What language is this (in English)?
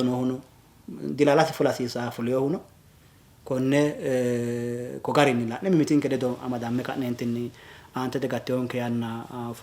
Sidamo